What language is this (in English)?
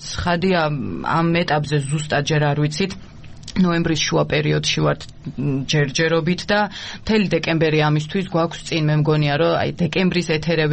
Georgian